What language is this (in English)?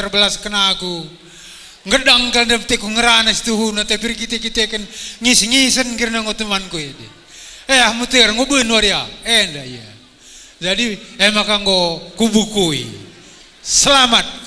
Batak Karo